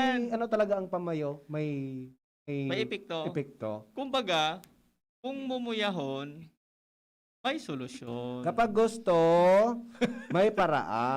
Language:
Bikol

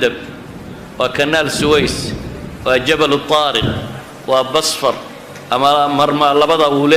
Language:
Somali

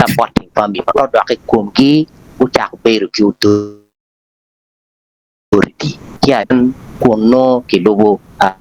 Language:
Acoli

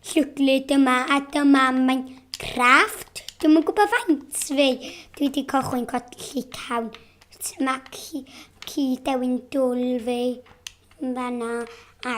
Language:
Welsh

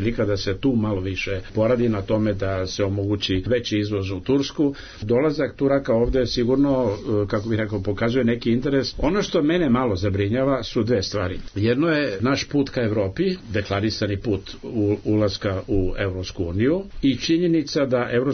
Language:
Serbian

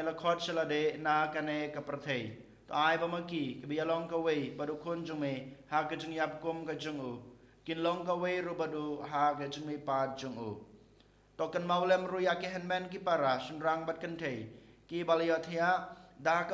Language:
Khasi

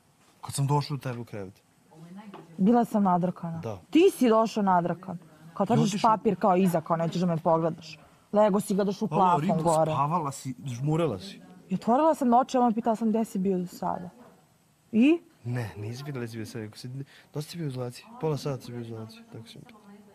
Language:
Serbian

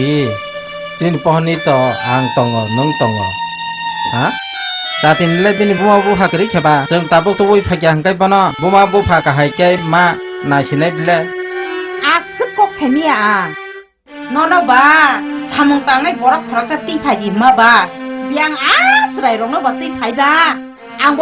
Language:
Kok Borok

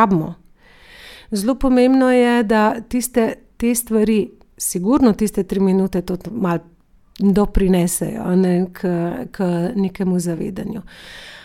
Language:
Slovenian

